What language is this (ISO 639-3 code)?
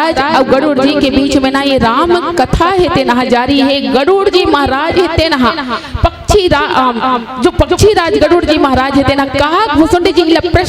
hne